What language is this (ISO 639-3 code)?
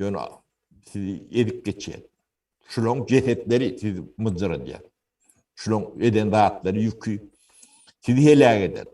tuk